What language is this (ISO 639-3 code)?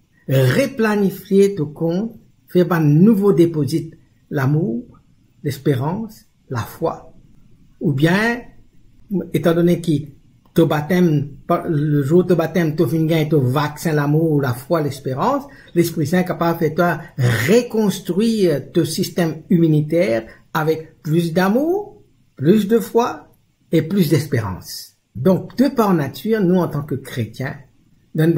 mfe